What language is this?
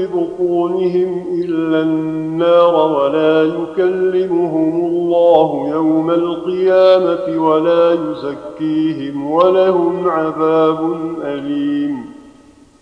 Arabic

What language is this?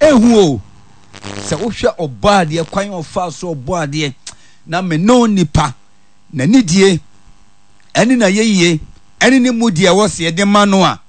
Akan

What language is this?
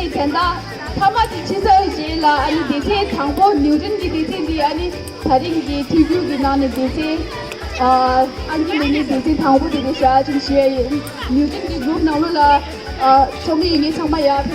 Tibetan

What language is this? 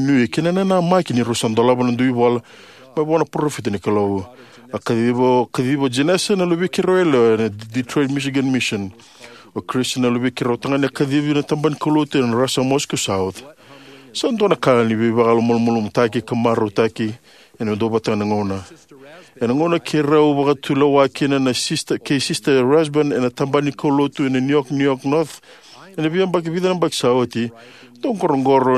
Fijian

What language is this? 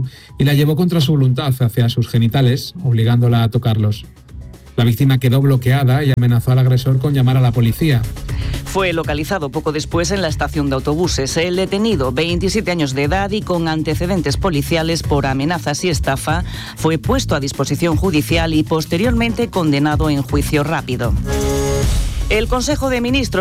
Spanish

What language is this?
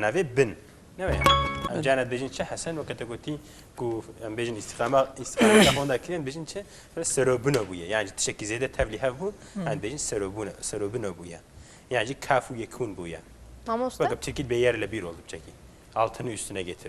Kurdish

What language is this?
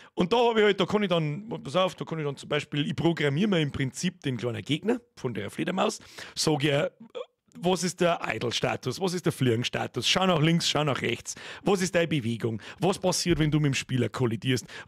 Bavarian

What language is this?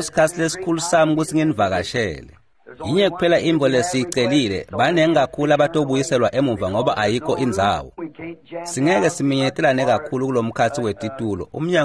Swati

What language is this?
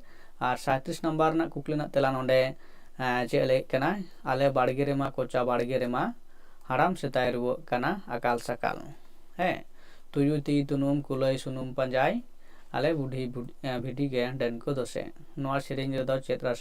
Santali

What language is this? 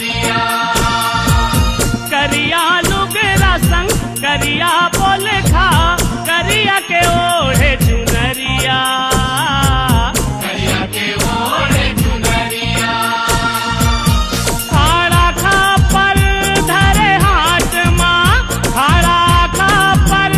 Chhattisgarhi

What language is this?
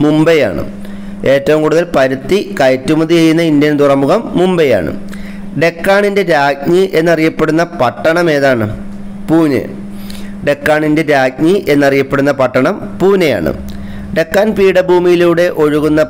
Malayalam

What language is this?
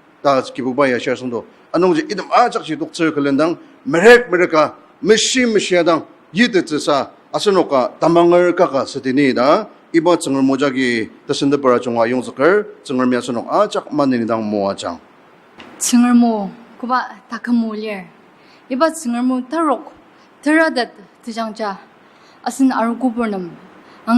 Ao Naga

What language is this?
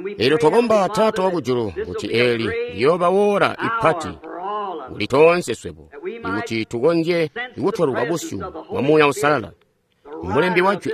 Tonga (Zambia)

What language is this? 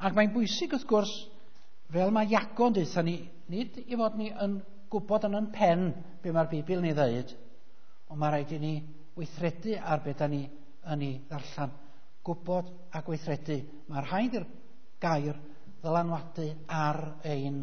Welsh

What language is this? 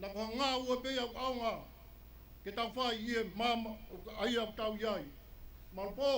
Tongan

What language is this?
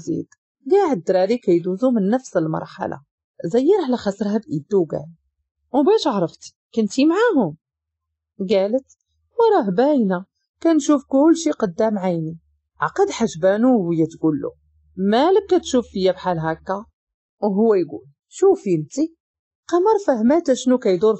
Moroccan Arabic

